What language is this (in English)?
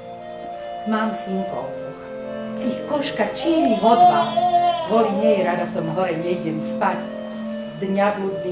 Slovak